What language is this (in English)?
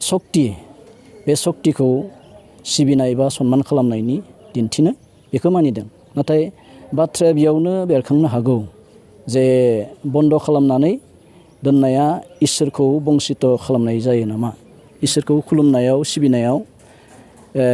Bodo